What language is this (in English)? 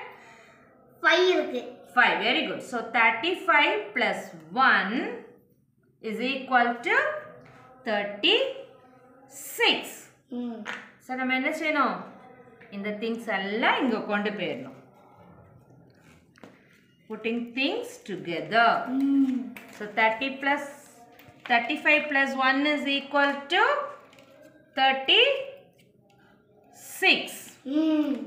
Tamil